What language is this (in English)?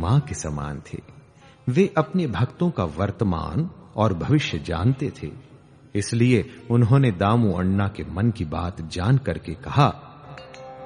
Hindi